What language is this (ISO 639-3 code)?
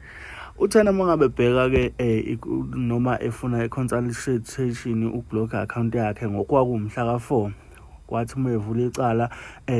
zul